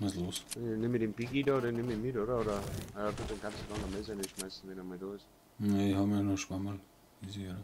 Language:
Bavarian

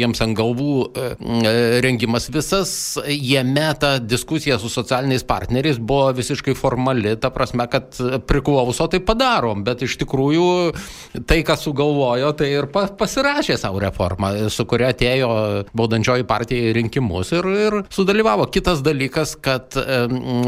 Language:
Lithuanian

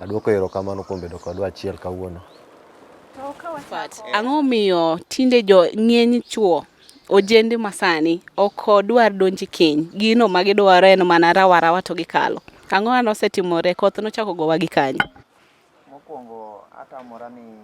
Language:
Luo (Kenya and Tanzania)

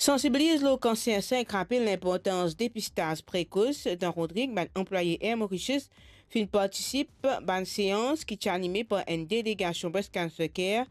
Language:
Morisyen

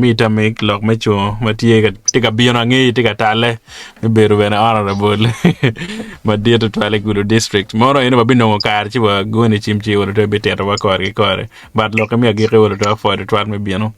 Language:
Acoli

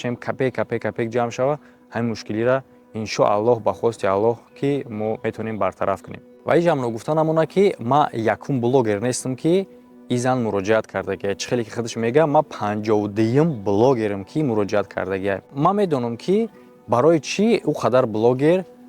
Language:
Tajik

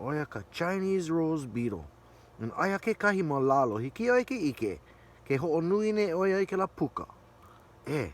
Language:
Hawaiian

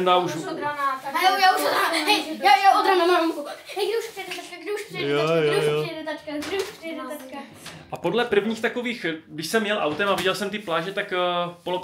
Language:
Czech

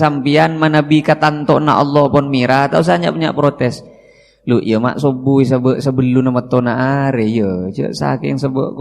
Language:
Madurese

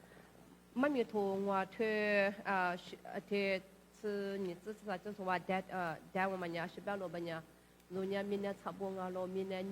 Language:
Lisu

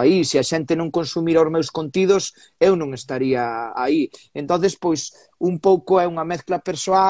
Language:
Galician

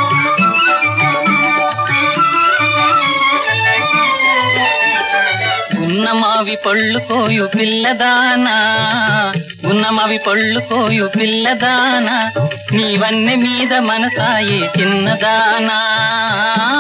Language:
Telugu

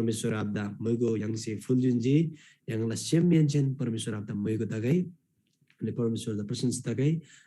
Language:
Eastern Tamang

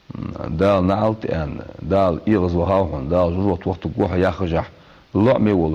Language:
Ingush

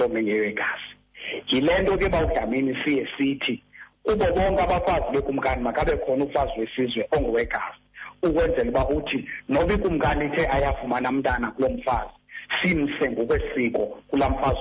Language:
Xhosa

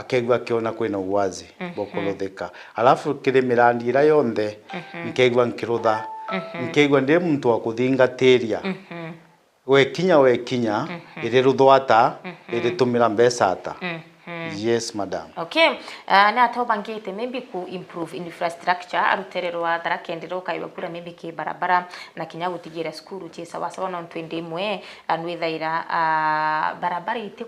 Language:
Meru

